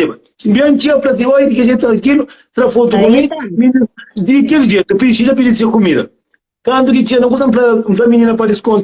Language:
Kabuverdianu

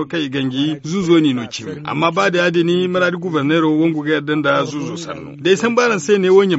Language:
Zarma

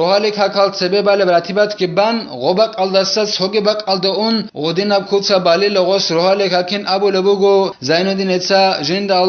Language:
Avaric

